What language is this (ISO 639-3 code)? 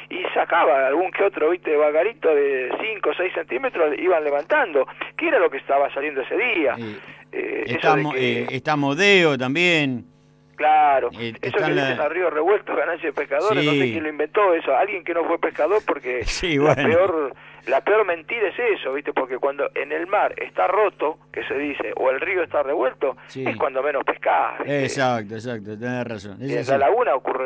spa